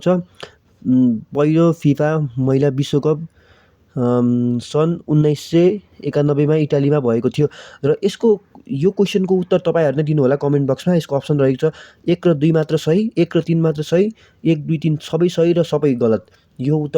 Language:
Nepali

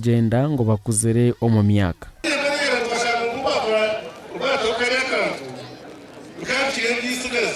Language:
Nyankole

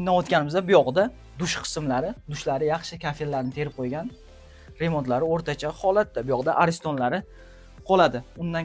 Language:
Uzbek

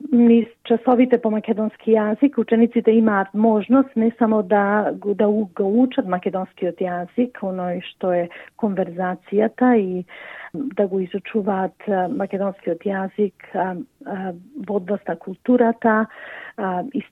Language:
Macedonian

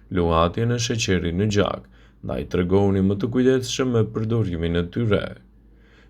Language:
Albanian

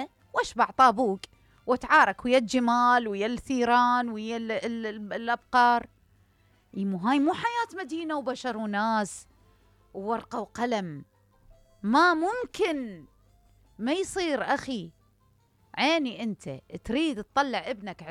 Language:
Mesopotamian Arabic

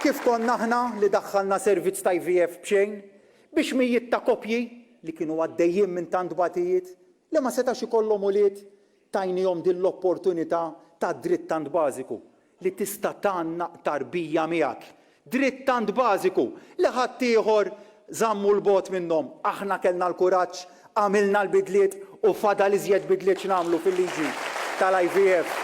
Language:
Maltese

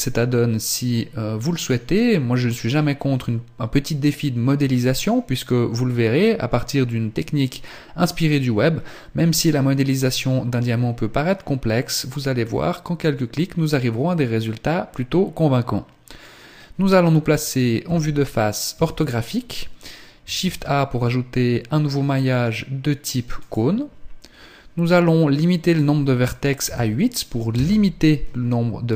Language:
French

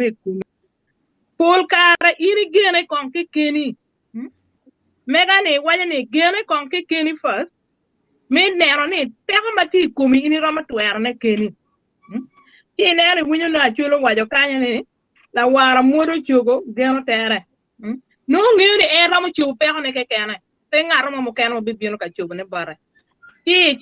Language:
Acoli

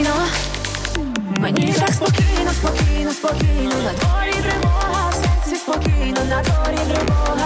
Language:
Ukrainian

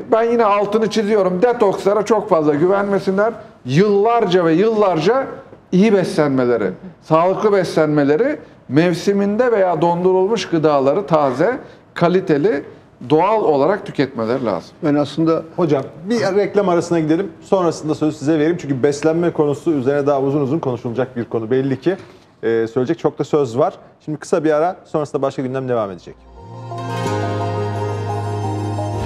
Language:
Turkish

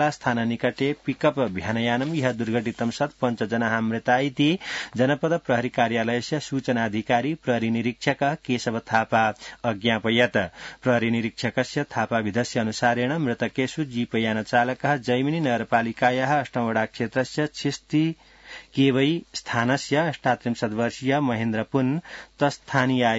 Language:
Sanskrit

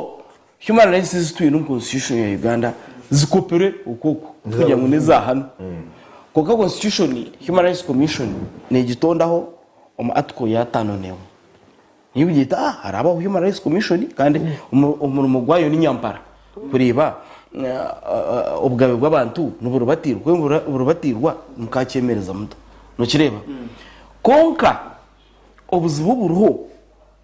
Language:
Nyankole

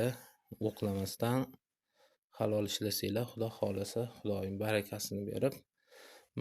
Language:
Uzbek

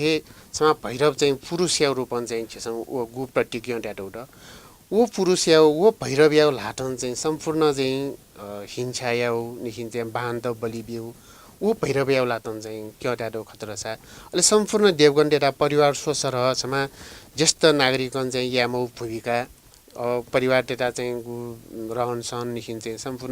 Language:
Newari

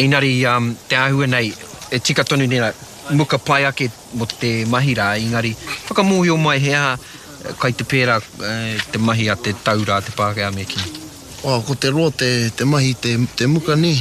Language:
Māori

